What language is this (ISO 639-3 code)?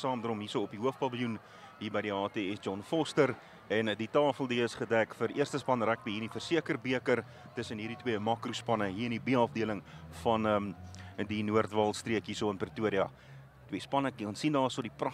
afr